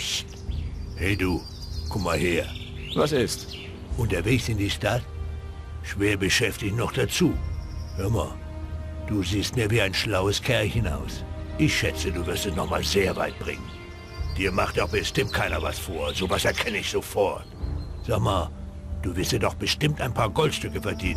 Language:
Bavarian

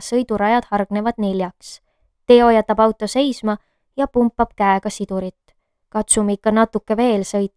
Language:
Estonian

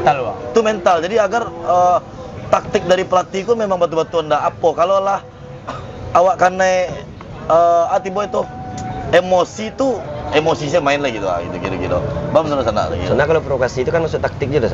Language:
Minangkabau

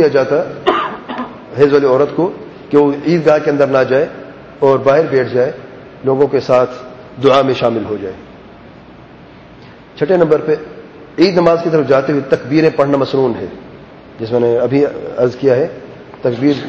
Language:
Urdu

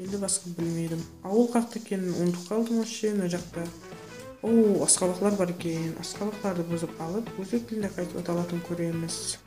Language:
Kara-Kalpak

